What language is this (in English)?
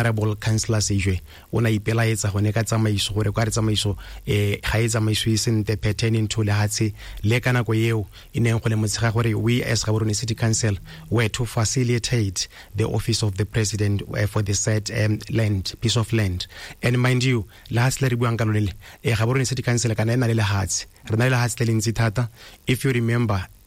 Tswana